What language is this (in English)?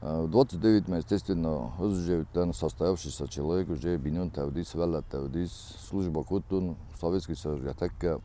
Ossetic